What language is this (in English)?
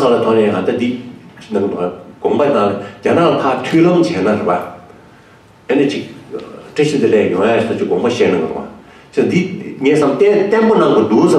Tibetan